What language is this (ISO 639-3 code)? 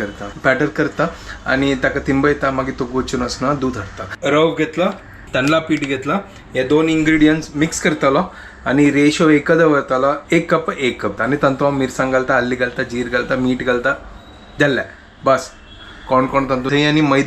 kok